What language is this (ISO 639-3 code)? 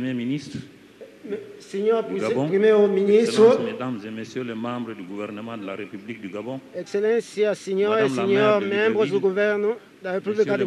fra